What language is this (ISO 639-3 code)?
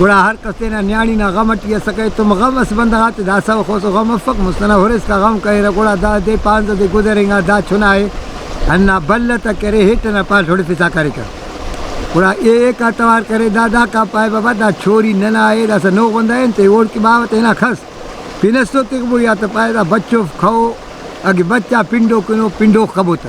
brh